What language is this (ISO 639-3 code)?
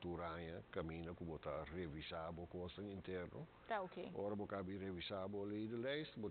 pap